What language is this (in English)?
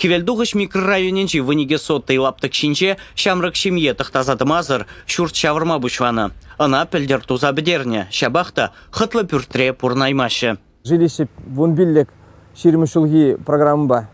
Chuvash